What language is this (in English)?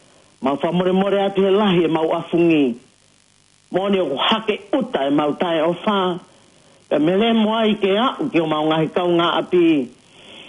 Tongan